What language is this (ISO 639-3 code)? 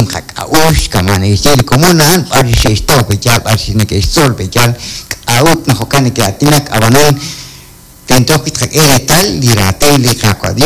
kek